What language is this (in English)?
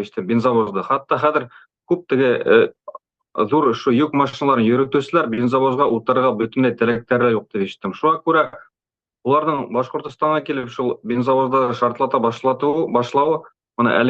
Bashkir